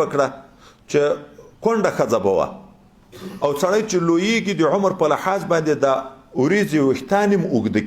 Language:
Pashto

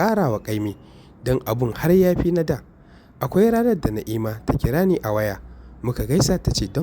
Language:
Hausa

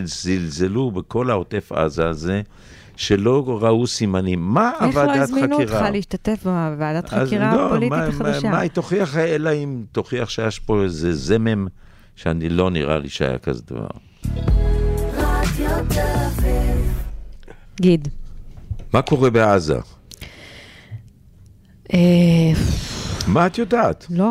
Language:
Hebrew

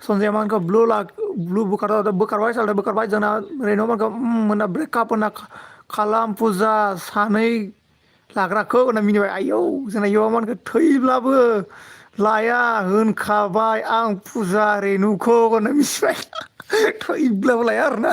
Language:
Bodo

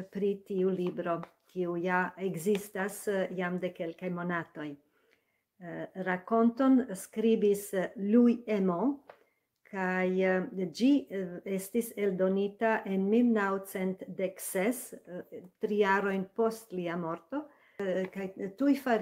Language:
Esperanto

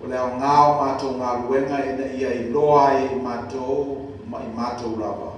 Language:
Samoan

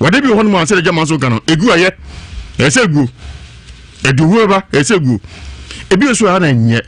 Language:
Akan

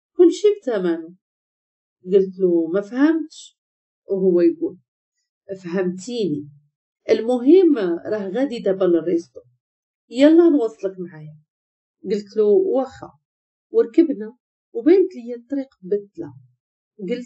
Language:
Moroccan Arabic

